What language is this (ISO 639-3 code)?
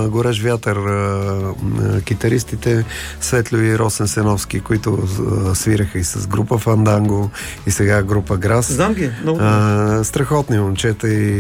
bul